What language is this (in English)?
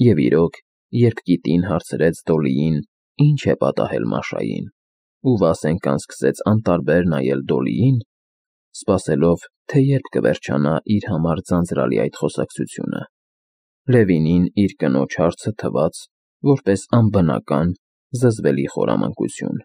Armenian